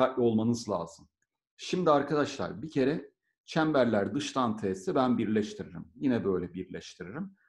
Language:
Turkish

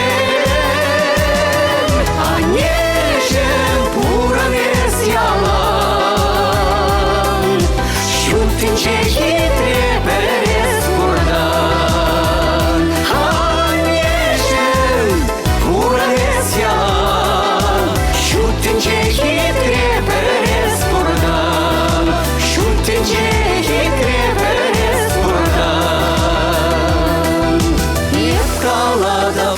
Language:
Chuvash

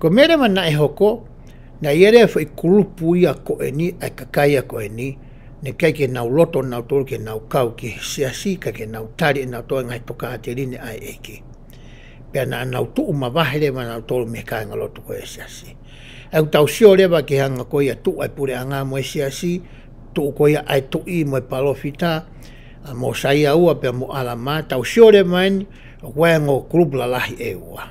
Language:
Tongan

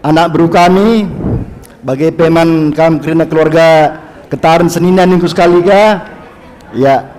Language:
Batak Karo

